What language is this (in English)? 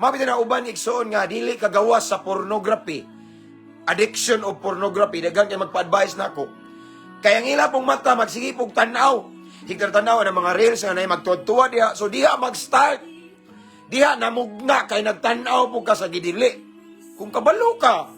Cebuano